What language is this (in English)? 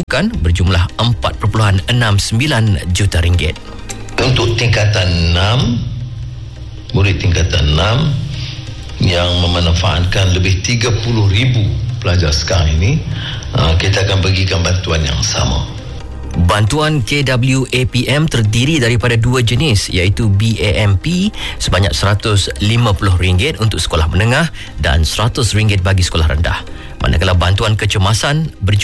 Malay